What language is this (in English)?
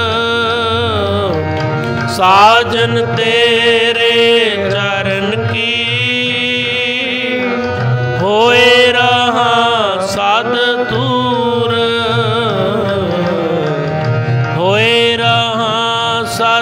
Punjabi